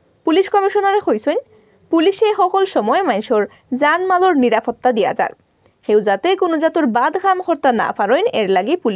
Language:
Sylheti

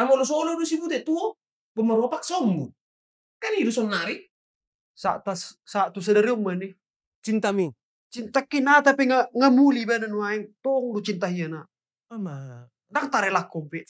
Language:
Batak Toba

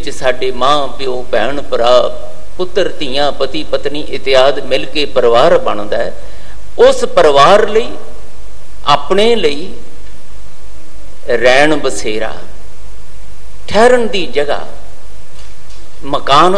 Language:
Punjabi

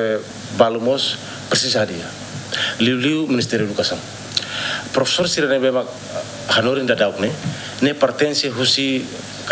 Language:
Tetum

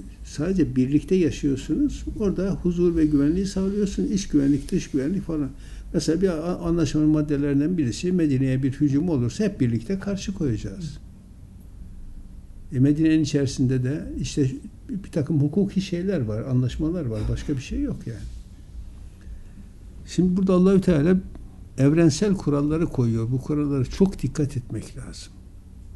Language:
Turkish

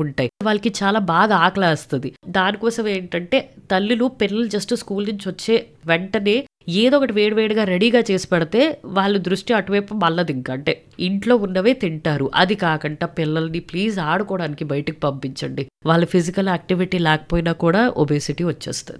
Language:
Telugu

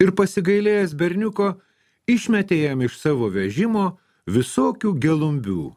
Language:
Lithuanian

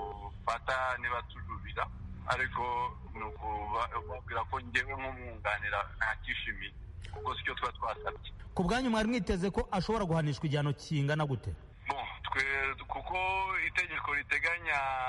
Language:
Kinyarwanda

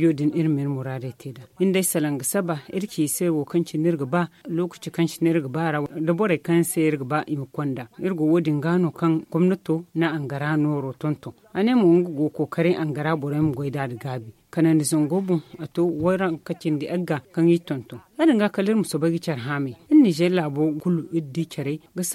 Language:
Zarma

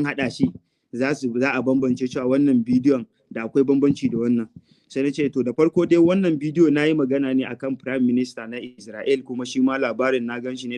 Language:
Hausa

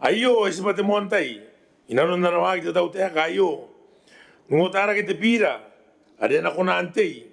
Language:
Gilbertese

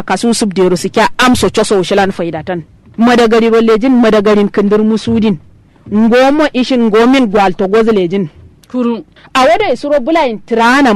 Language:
Kanuri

